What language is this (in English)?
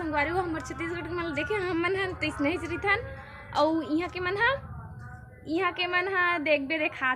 Chhattisgarhi